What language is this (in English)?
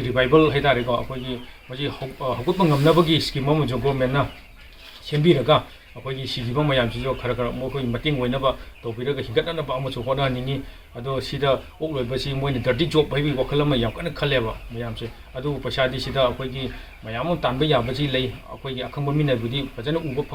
Manipuri